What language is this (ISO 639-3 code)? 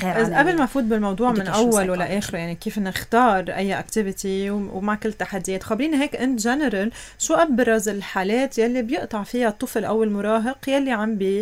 apc